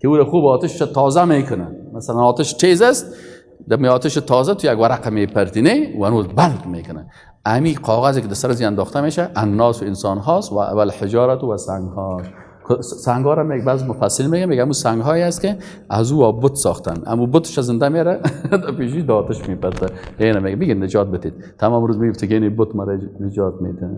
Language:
Persian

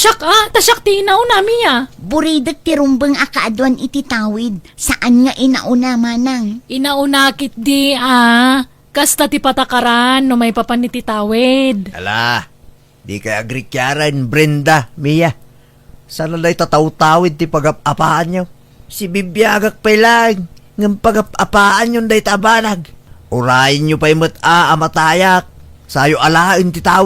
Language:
Iloko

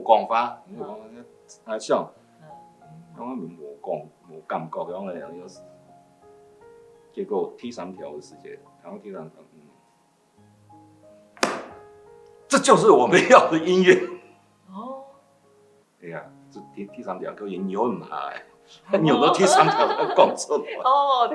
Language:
Hakka Chinese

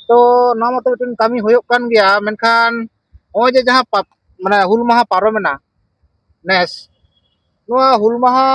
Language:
Santali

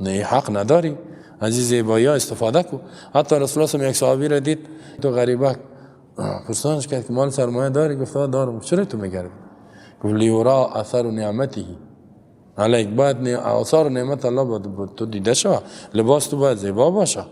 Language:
Persian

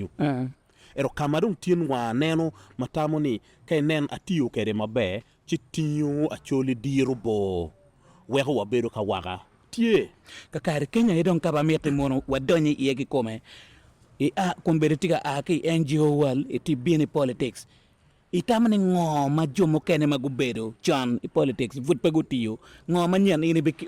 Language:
Acoli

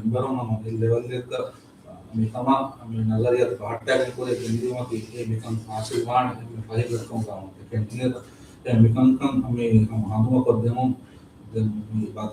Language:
Divehi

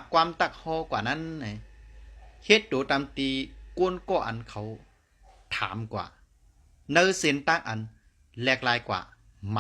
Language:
Shan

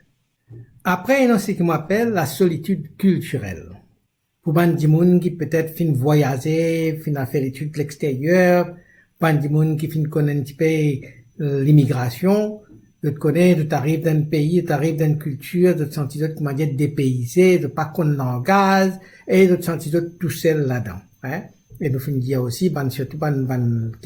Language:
Morisyen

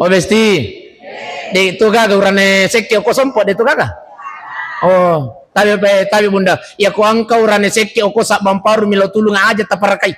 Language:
Buginese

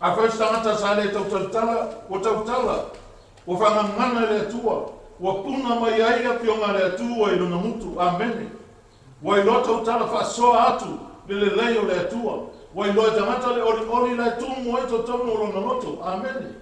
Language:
Samoan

